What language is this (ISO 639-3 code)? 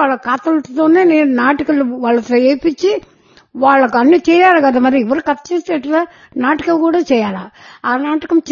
tel